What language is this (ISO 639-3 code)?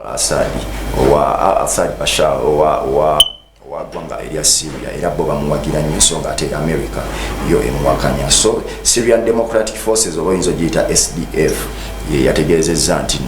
lug